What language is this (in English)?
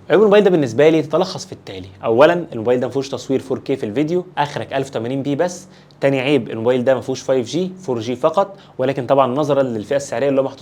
Egyptian Arabic